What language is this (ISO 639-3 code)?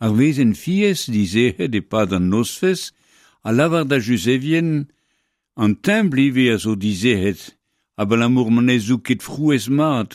bre